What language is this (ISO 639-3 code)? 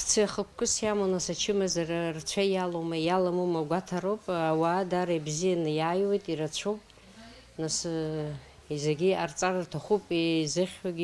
abk